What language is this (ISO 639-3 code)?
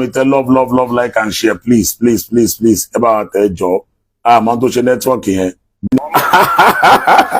yor